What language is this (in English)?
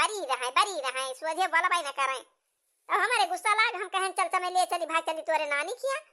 Awadhi